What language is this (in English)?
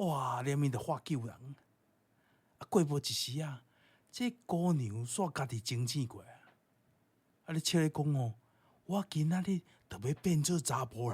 Min Nan Chinese